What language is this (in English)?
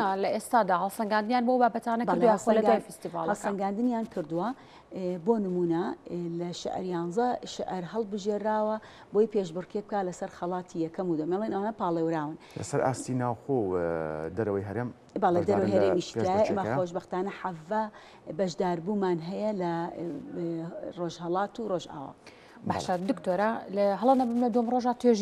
Central Kurdish